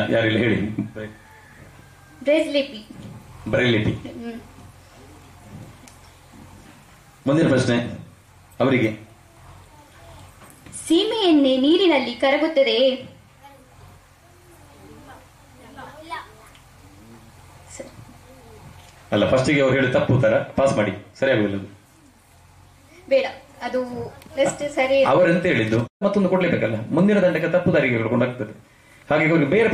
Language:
Kannada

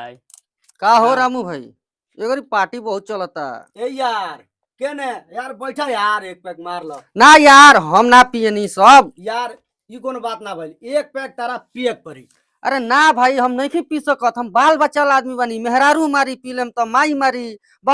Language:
Bhojpuri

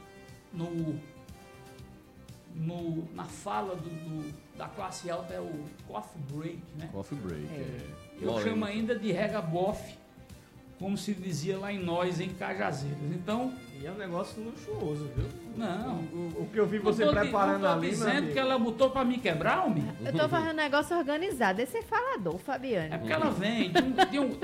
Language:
Portuguese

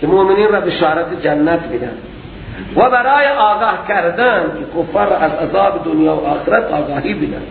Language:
Persian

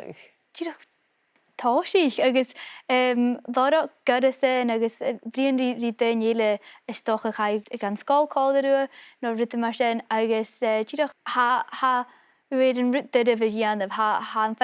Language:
Scottish Gaelic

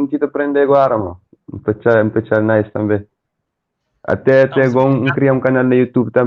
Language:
Kabuverdianu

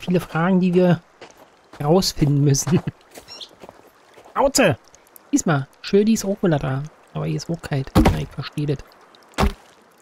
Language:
German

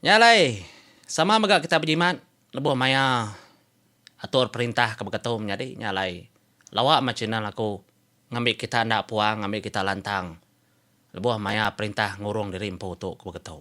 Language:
Iban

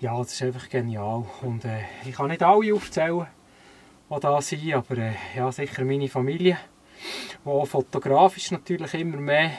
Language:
Swiss German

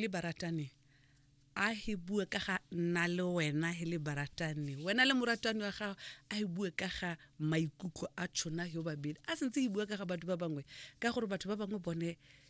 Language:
Tswana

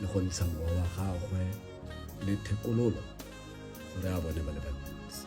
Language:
Tswana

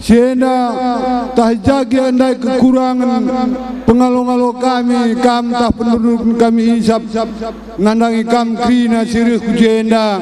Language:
Batak Karo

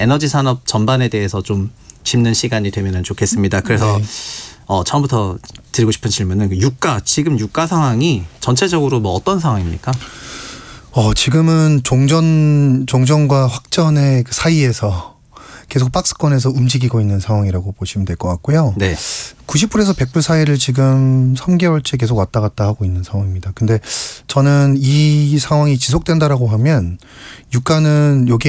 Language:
Korean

